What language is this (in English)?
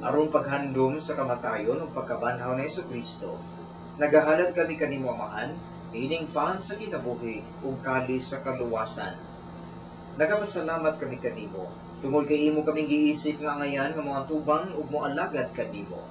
Cebuano